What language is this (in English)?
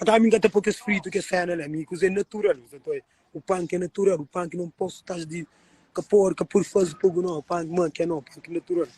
Kabuverdianu